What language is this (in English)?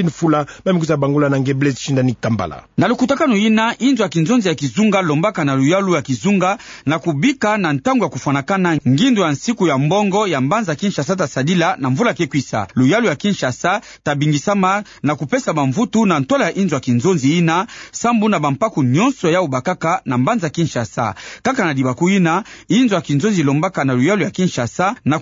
Kituba (Democratic Republic of Congo)